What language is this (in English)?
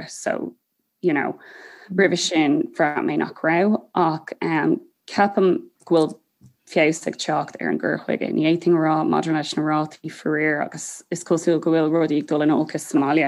Irish